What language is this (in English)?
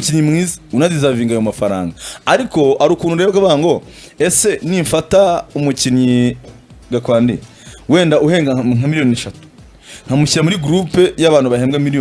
Kinyarwanda